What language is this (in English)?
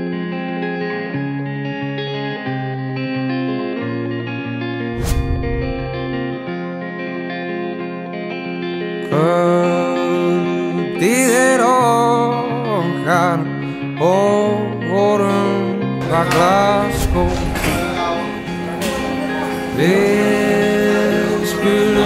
Icelandic